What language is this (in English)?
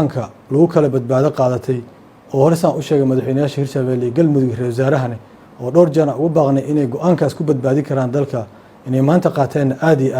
Somali